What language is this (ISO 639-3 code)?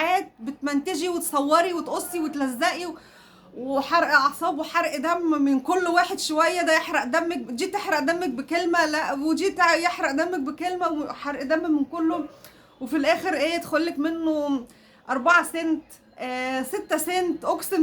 arz